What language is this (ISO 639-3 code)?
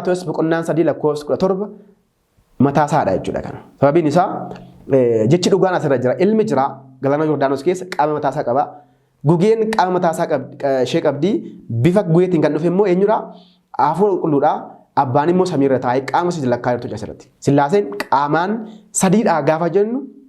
orm